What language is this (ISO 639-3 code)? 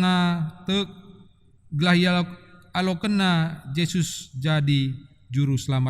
btx